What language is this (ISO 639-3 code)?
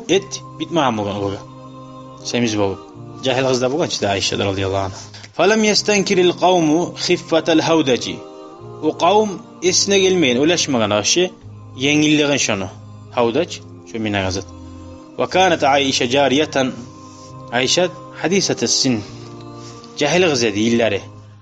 kum